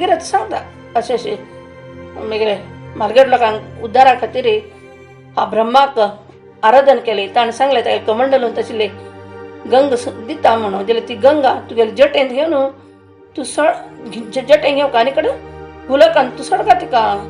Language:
Konkani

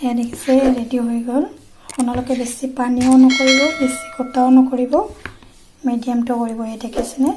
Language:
Assamese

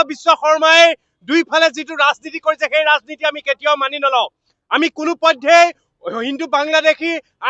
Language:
Assamese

